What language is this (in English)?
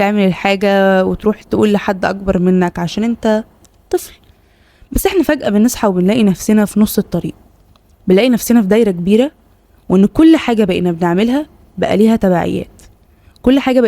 Egyptian Arabic